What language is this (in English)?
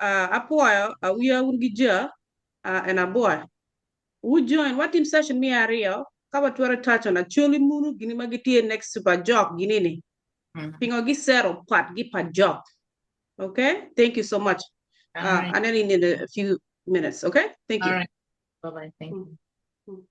Acoli